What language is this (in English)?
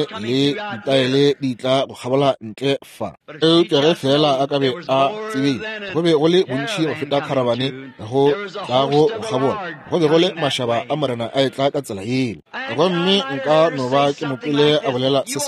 Northern Sotho